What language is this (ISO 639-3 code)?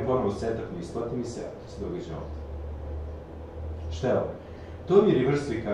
srp